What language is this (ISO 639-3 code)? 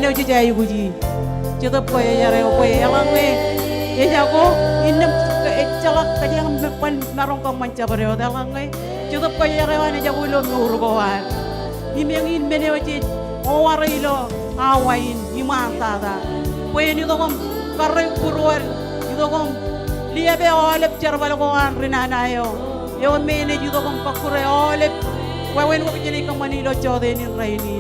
mah